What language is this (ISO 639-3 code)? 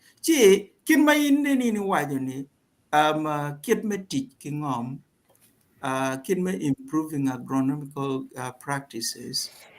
ach